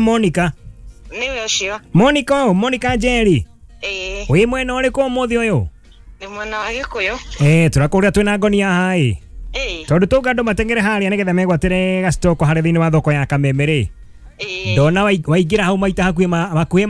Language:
Kikuyu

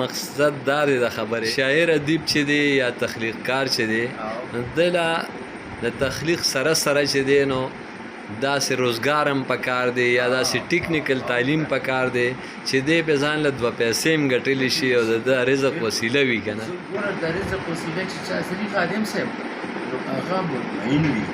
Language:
Pashto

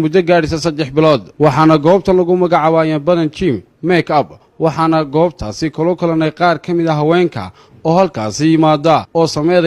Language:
Somali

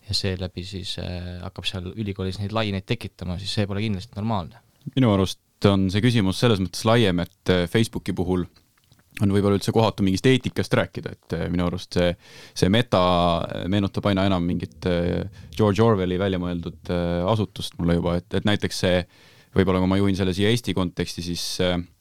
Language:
Estonian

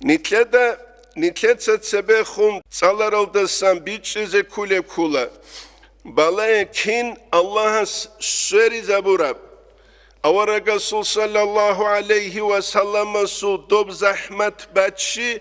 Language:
Avaric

